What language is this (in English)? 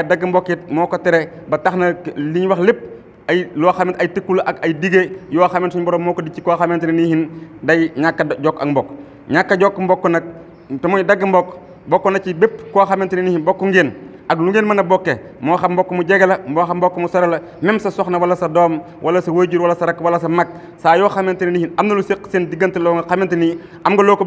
Wolof